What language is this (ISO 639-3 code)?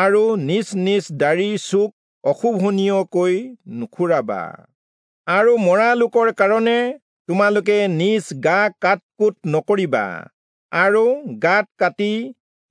asm